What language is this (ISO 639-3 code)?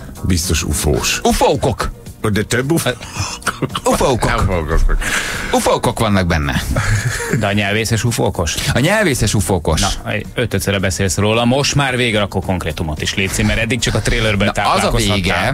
hun